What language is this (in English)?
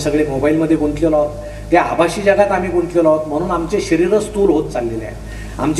Marathi